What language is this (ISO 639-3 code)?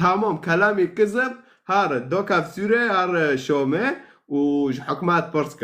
kur